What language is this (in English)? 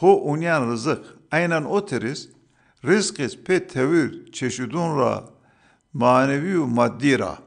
Zaza